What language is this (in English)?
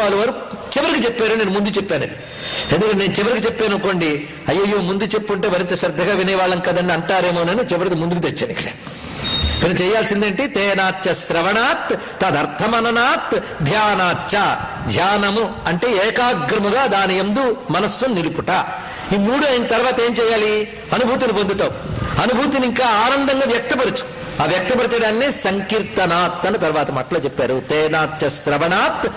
Telugu